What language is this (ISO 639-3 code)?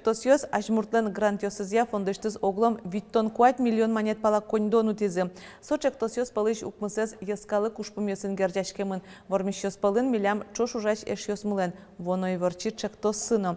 udm